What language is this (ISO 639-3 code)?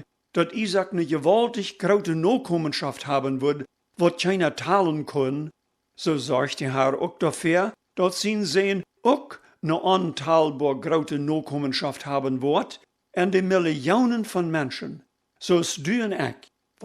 pdt